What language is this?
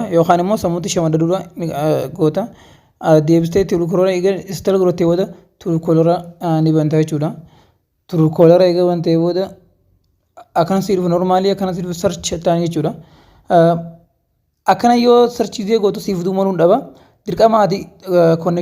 Oromo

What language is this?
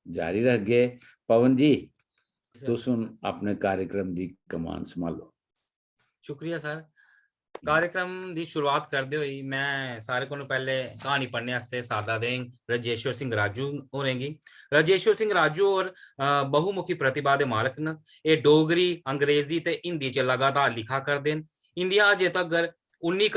Dogri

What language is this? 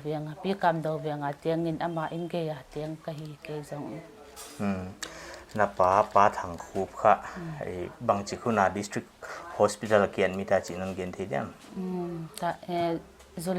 Paite Chin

